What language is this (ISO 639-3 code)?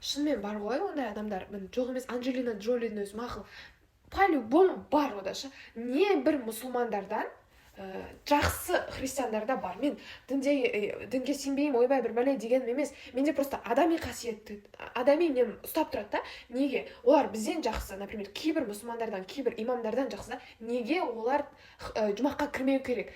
kaz